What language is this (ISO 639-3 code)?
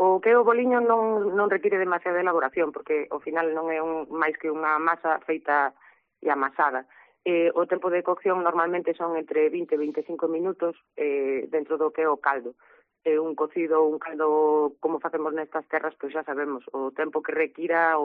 glg